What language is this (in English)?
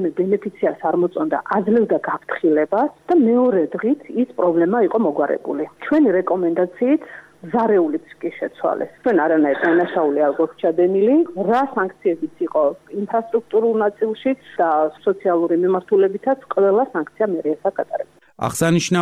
Georgian